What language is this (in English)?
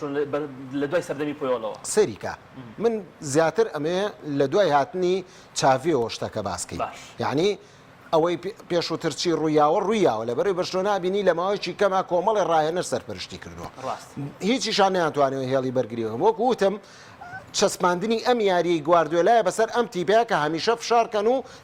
Central Kurdish